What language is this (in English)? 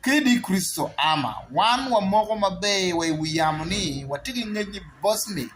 Acoli